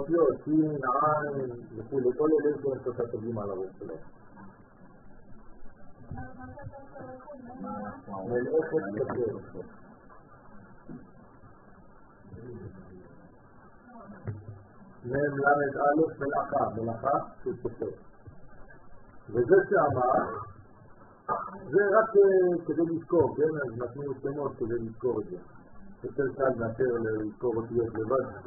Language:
Hebrew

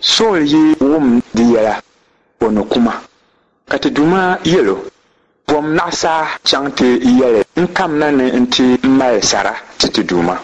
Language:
Dagbani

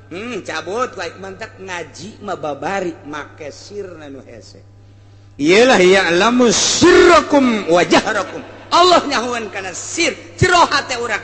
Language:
Sundanese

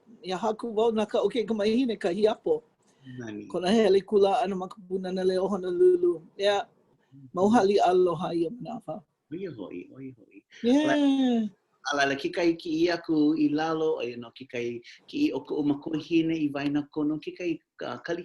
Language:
Hawaiian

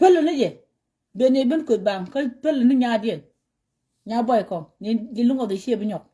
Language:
Nuer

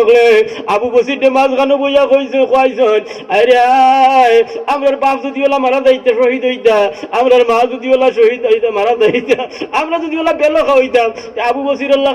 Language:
Sylheti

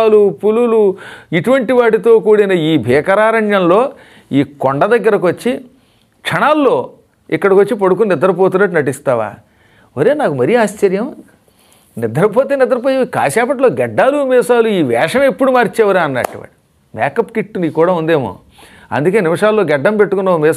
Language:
Telugu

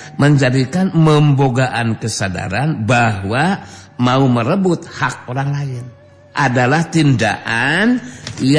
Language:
Sundanese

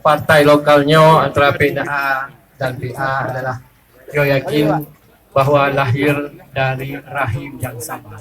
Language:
Achinese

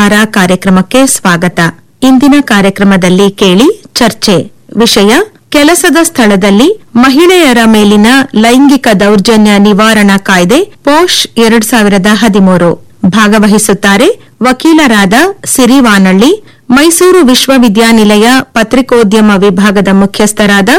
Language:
Kannada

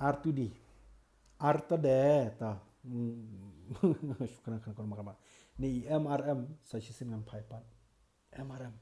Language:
Khasi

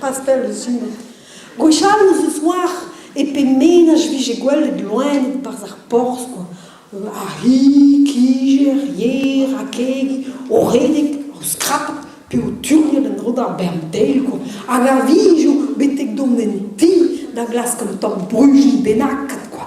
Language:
Breton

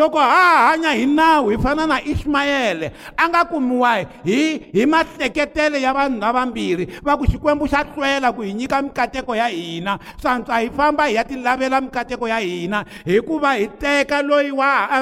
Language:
Tsonga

